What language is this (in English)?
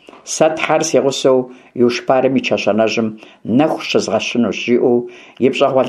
Kabardian